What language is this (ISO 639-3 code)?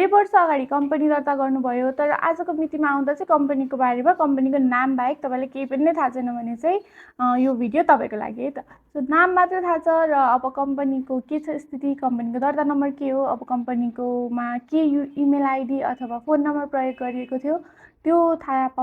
nep